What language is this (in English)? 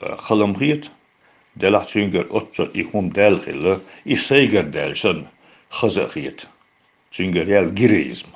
Chechen